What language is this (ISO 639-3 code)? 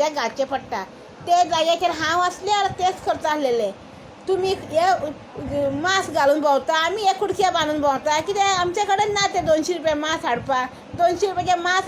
kok